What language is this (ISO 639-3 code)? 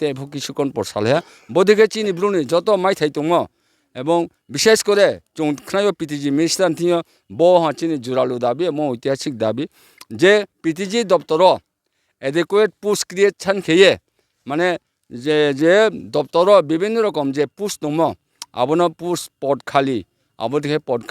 ria